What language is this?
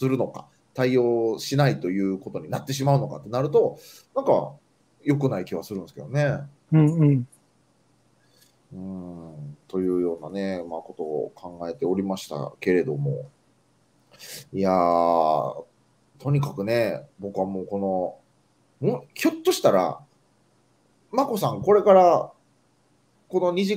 Japanese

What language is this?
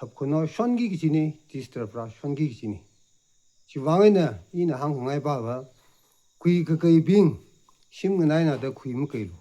Tangkhul Naga (India)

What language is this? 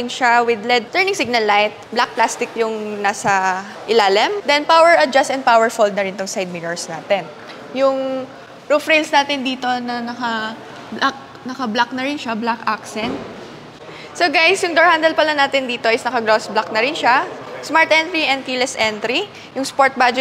Filipino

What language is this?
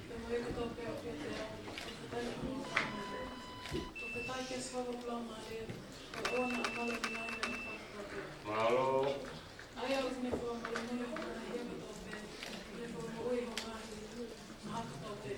Tongan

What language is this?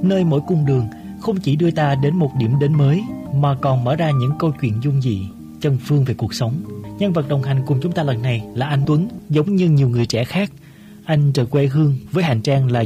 Vietnamese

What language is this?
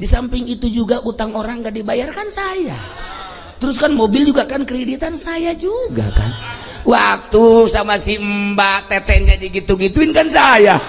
Sundanese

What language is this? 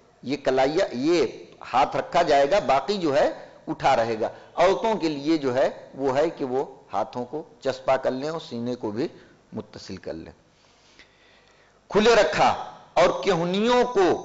Urdu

